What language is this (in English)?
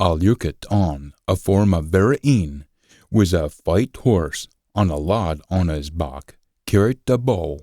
Scots